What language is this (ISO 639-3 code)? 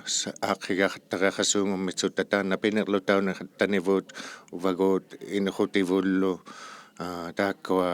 iku